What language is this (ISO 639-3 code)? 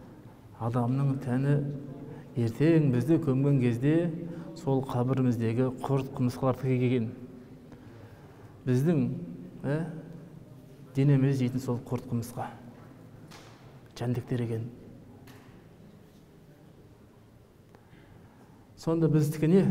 kaz